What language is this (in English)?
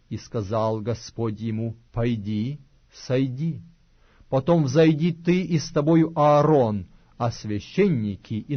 Russian